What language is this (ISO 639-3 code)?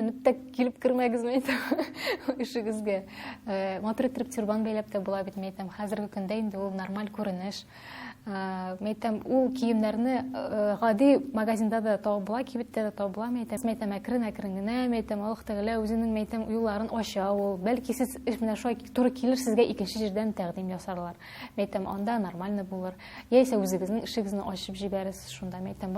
tat